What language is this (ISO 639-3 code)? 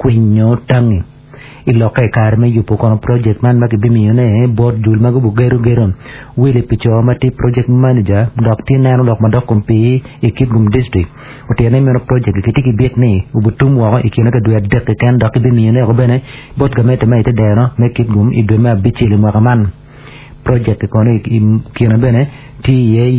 ach